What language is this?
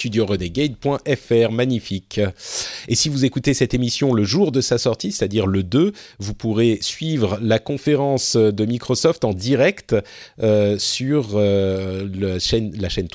French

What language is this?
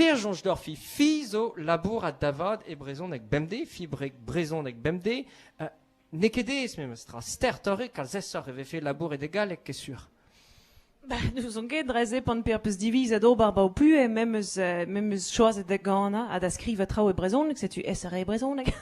Breton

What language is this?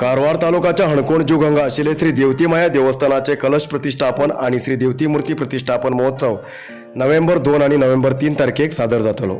Konkani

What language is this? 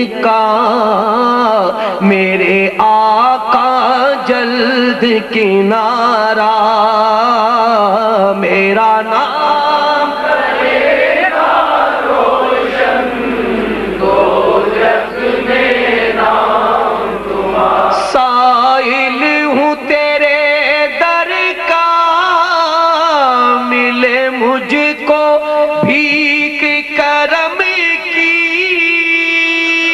Urdu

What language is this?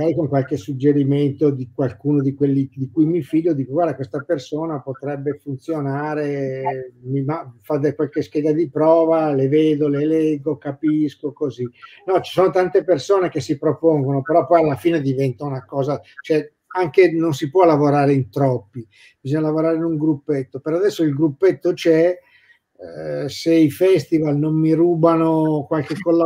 Italian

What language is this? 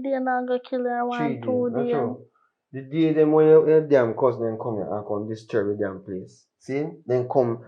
Jamaican Creole English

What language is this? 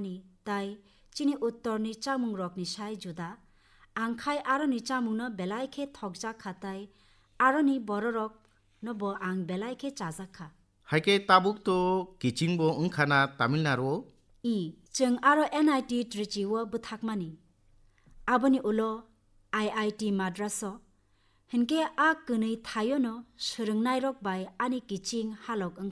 Kok Borok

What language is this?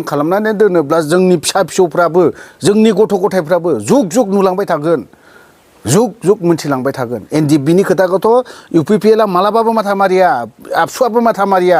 Bodo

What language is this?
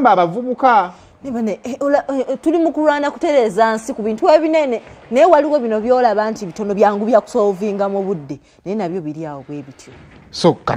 Ganda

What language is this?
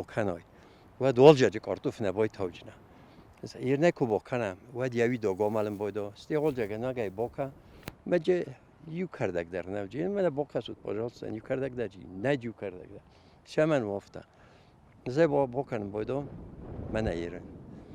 Ossetic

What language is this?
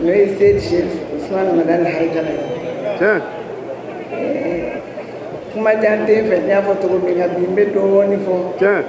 Bambara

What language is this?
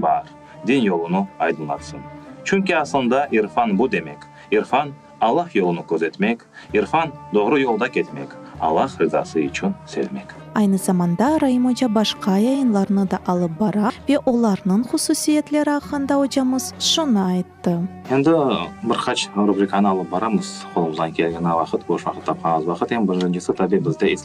Crimean Tatar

